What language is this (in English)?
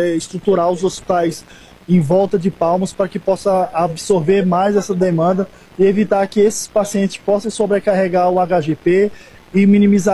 Portuguese